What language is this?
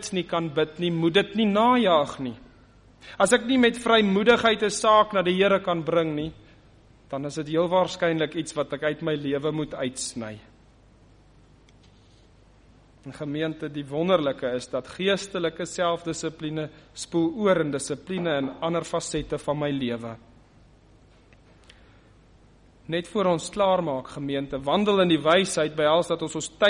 Afrikaans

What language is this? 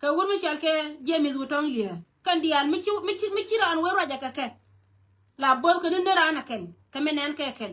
Nuer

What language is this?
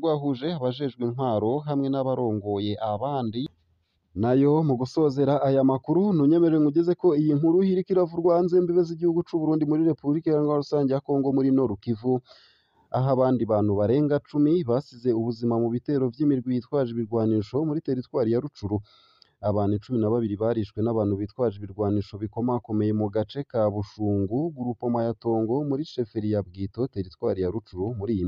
Rundi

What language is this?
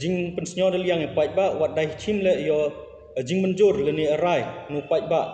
Khasi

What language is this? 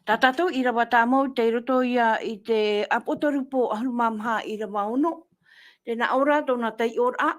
Tahitian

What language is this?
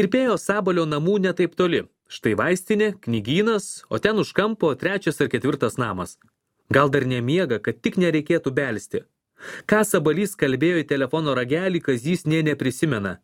Lithuanian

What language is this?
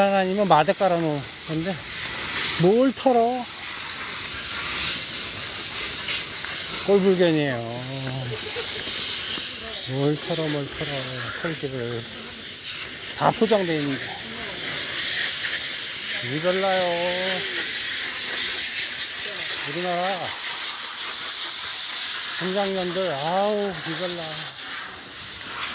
Korean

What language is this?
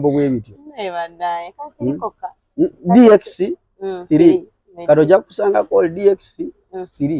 Ganda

